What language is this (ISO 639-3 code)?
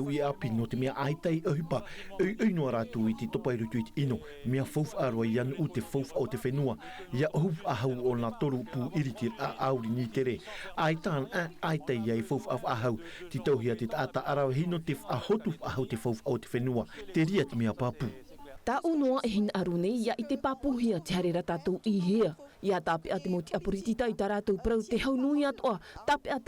tah